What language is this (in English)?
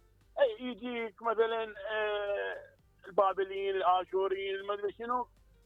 Mesopotamian Arabic